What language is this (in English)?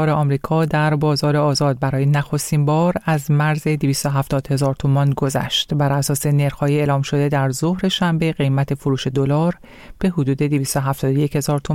Persian